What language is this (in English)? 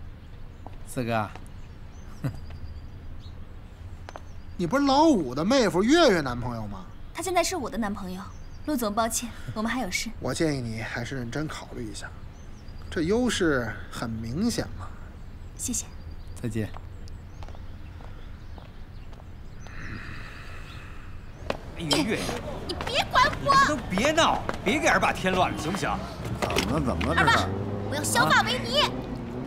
Chinese